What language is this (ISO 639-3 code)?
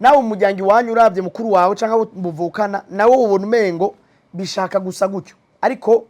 run